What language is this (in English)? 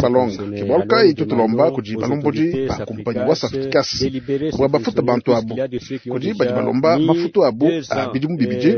Luba-Lulua